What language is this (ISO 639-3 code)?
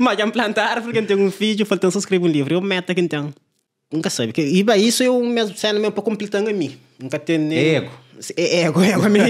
kea